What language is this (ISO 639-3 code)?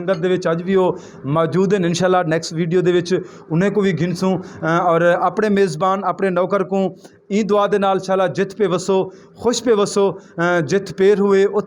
skr